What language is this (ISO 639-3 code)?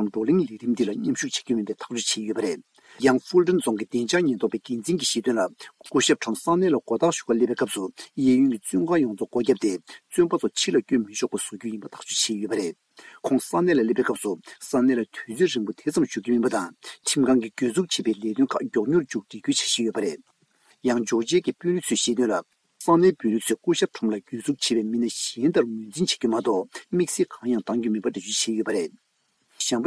bod